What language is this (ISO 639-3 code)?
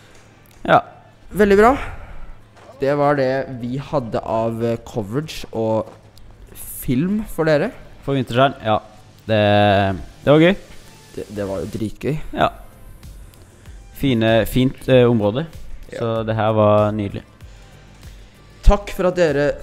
nor